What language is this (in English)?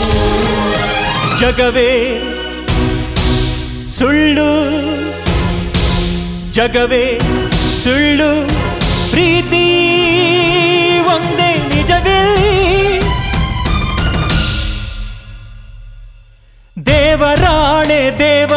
Kannada